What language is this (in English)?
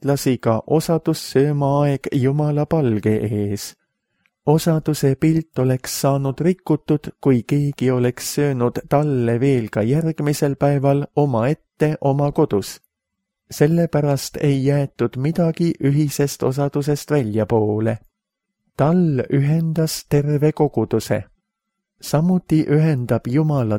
Estonian